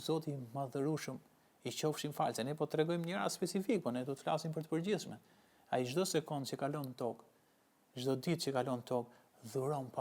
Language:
Albanian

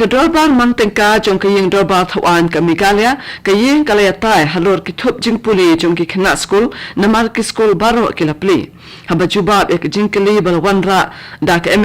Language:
Khasi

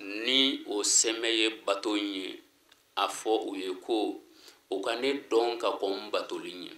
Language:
Bambara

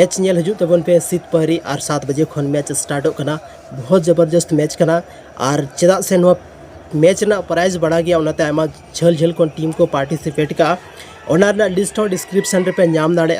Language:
Santali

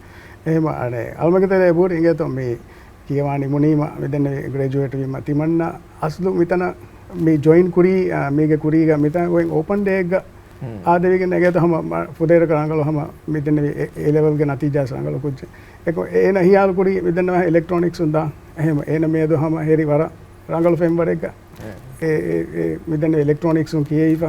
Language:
Divehi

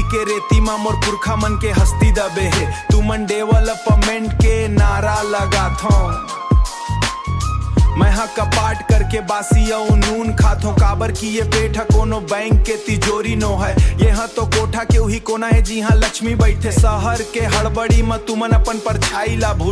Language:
Chhattisgarhi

